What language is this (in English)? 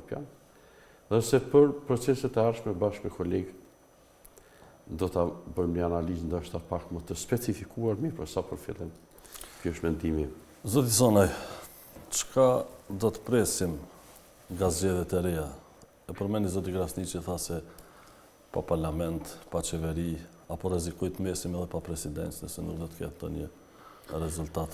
Albanian